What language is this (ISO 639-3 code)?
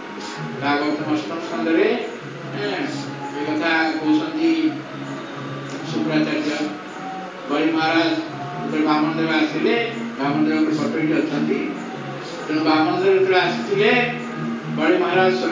ori